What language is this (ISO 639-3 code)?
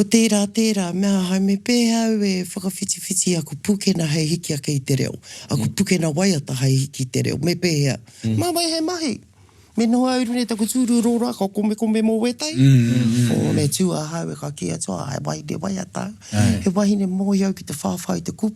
mri